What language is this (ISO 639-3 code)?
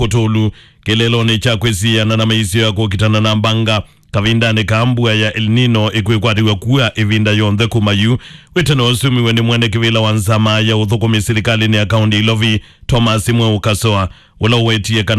kam